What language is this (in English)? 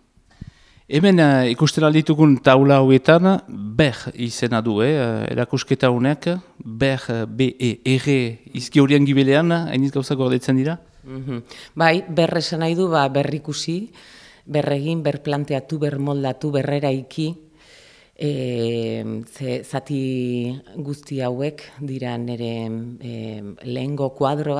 Basque